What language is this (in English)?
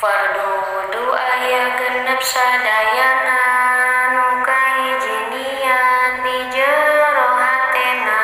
Sundanese